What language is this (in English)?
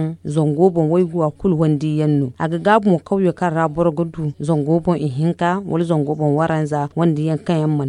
Zarma